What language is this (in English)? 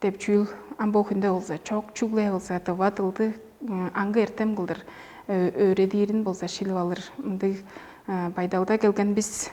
Tuvinian